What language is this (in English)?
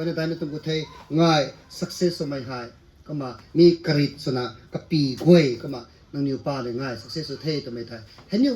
Rongmei Naga